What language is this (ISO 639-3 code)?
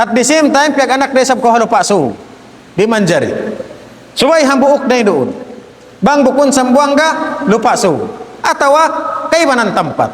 tsg